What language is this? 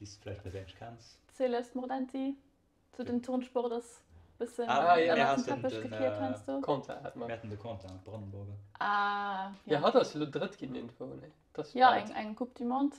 Luxembourgish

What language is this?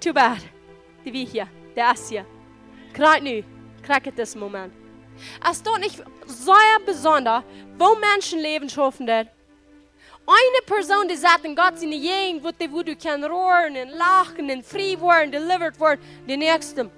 Plautdietsch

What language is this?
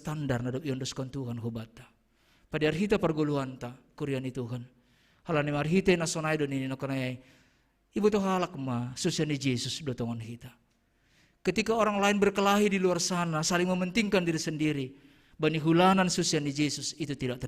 Batak Simalungun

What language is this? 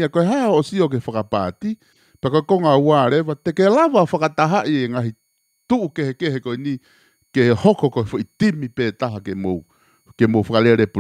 Tongan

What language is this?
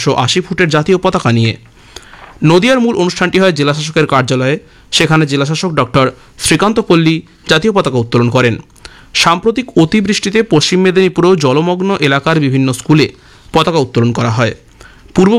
Bangla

